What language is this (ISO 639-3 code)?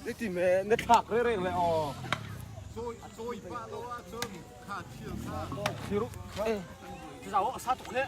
cnh